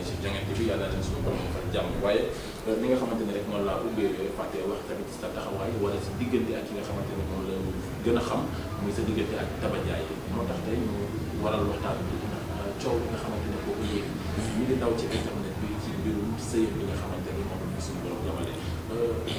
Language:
Wolof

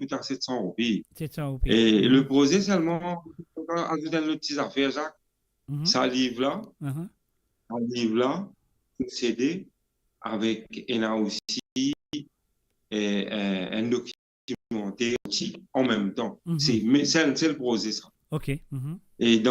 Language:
Morisyen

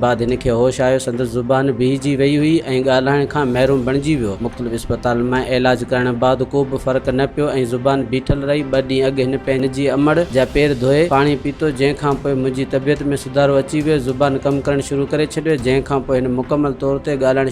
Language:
Sindhi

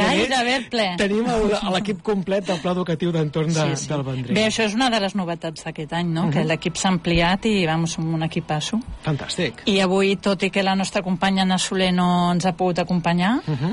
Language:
Catalan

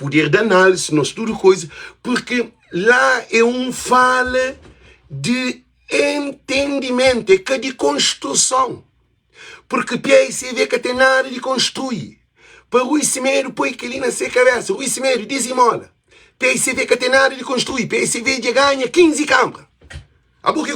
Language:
Kabuverdianu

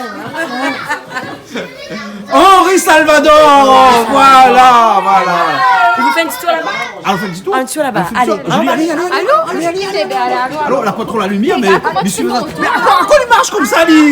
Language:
Réunion Creole French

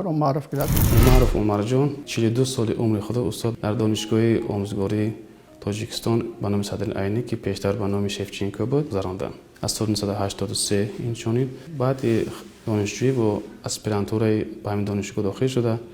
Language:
Tajik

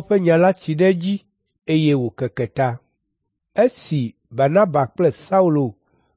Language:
Ewe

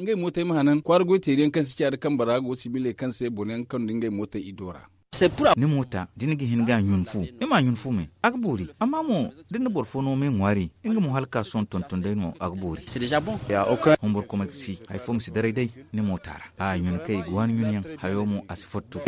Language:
Zarma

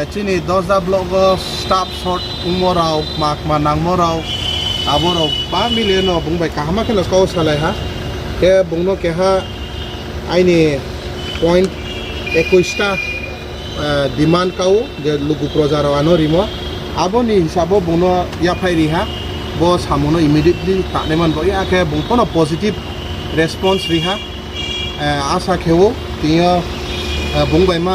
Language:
Riang (India)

